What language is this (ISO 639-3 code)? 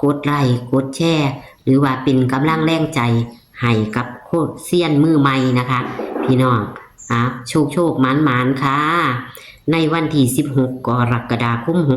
tts